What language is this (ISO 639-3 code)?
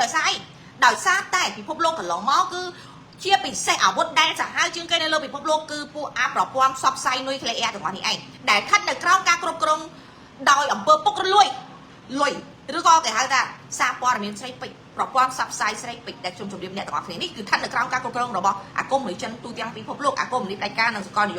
khm